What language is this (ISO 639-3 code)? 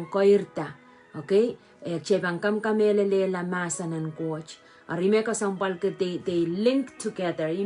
pon